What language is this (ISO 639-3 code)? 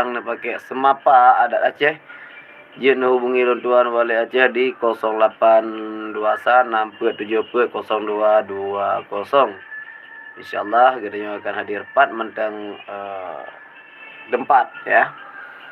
ace